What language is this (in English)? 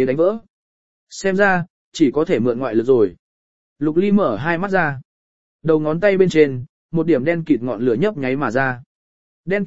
Vietnamese